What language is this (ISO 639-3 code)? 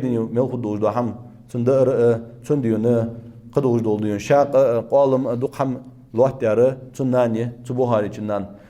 inh